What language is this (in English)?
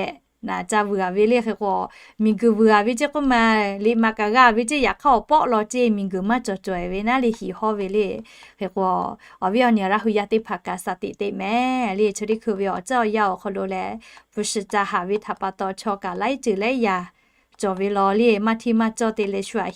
Lahu